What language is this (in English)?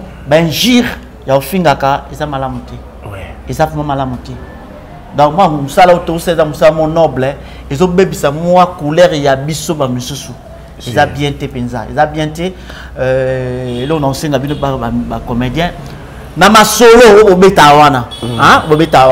Lingala